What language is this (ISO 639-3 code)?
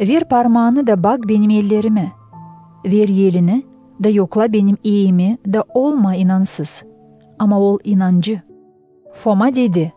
gag